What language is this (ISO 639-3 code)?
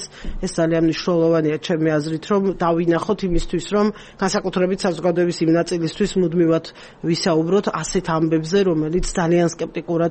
kat